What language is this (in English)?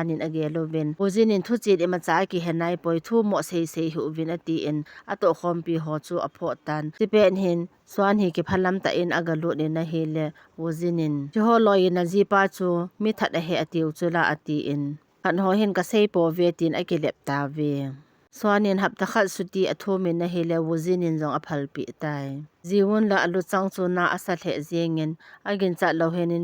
Thado Chin